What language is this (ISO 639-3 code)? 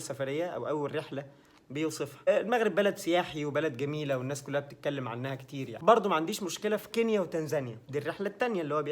arz